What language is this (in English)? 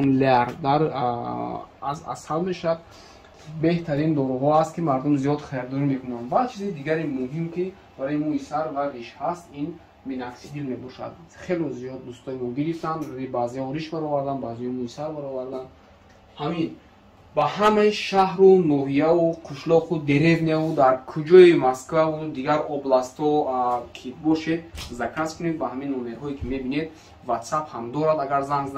Tajik